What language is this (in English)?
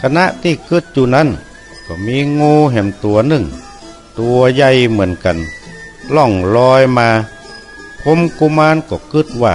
Northern Thai